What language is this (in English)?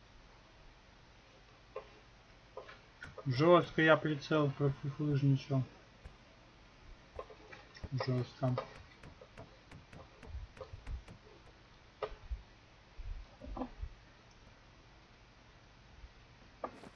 Russian